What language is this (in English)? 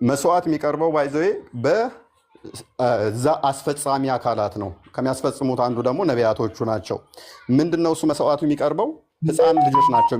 Amharic